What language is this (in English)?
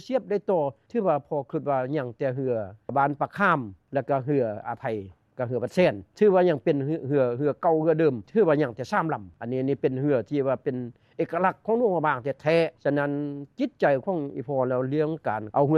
Lao